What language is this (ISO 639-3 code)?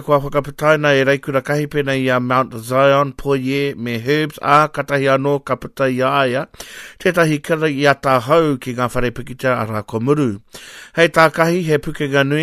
mri